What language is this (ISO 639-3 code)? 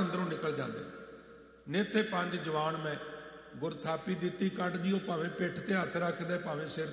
pan